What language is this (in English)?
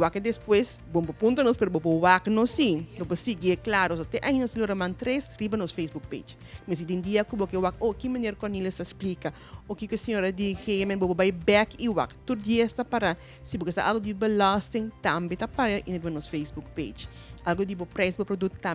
Papiamento